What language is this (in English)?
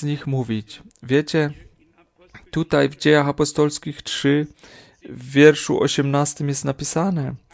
Polish